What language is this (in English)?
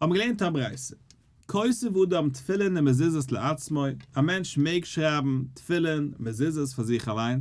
Yiddish